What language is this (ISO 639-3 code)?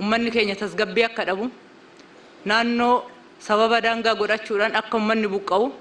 orm